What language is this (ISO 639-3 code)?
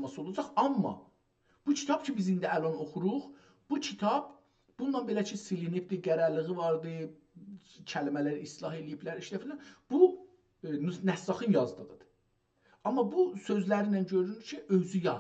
azb